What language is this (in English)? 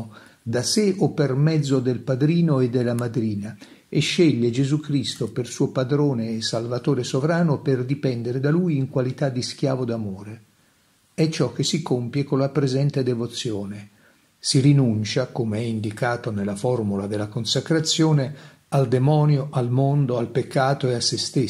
Italian